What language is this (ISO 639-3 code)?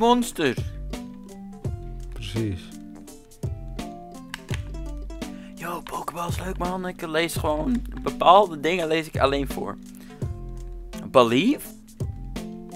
nld